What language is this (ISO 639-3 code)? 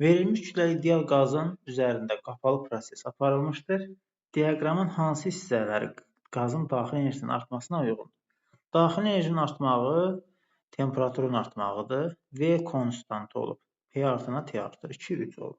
aze